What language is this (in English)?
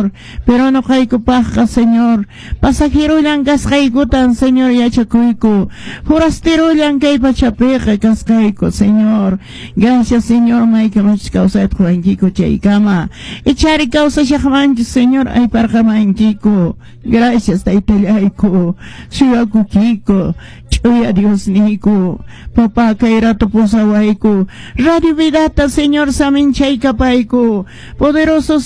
Quechua